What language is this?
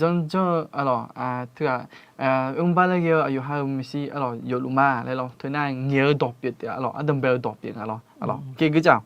Akha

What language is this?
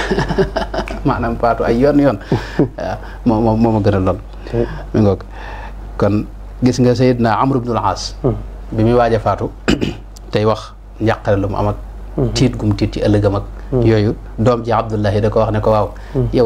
Wolof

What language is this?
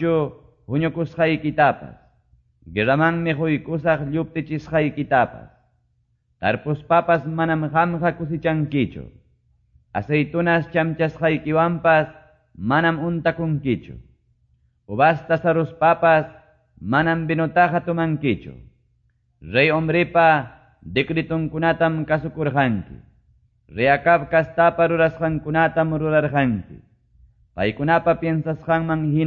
Quechua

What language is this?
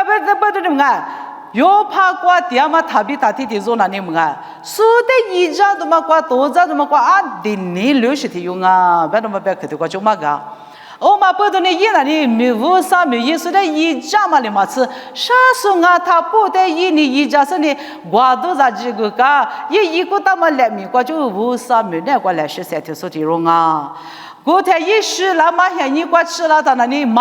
Lisu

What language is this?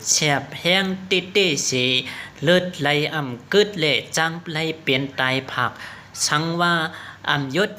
Shan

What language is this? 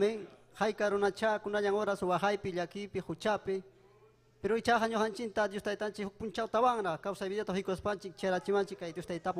Ayacucho Quechua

